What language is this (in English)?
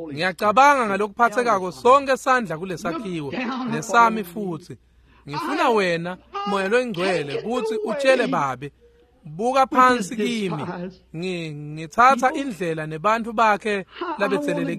Swati